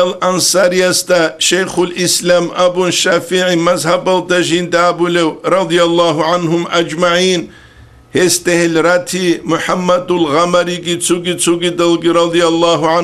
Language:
Avaric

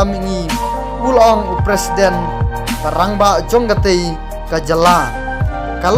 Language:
Khasi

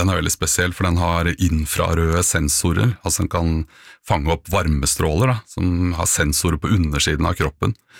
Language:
Norwegian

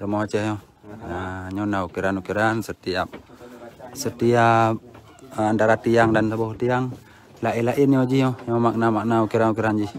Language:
Achinese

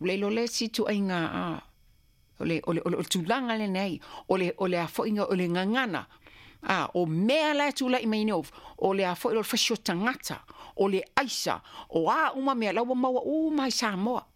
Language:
Samoan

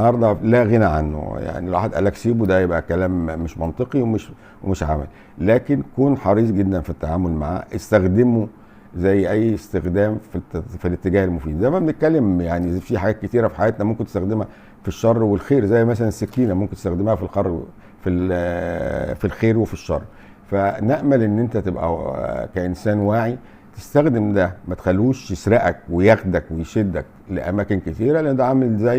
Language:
Egyptian Arabic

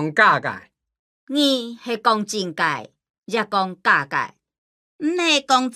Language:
Hakka Chinese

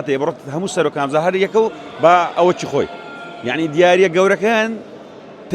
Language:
Central Kurdish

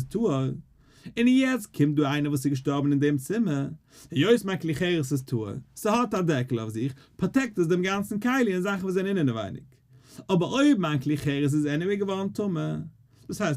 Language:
Yiddish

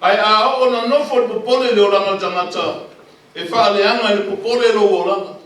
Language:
Samoan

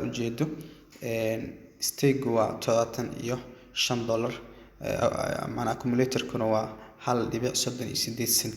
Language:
Somali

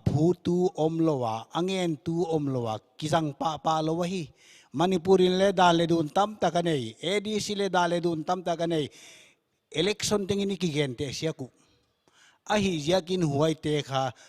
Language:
Paite Chin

